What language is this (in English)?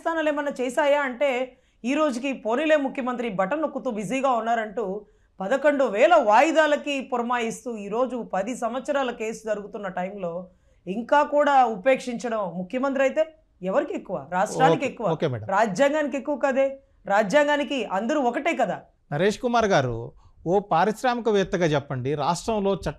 Telugu